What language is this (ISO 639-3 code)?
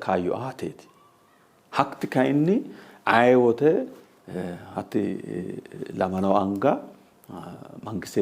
sid